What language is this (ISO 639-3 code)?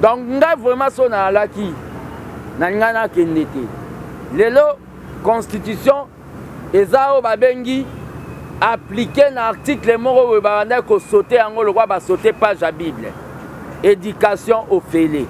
lin